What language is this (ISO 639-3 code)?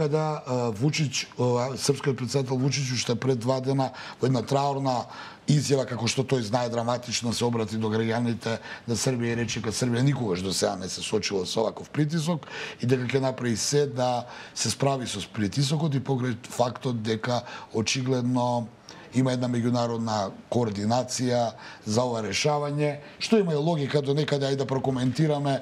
mkd